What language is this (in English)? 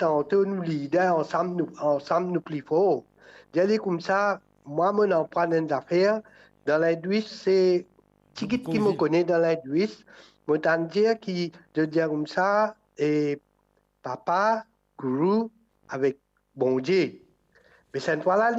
Morisyen